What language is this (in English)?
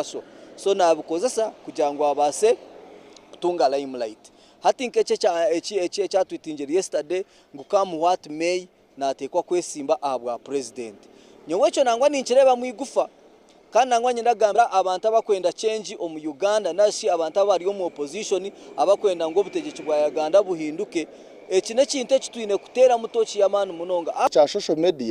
Nyankole